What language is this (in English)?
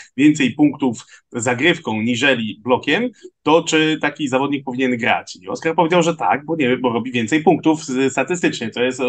Polish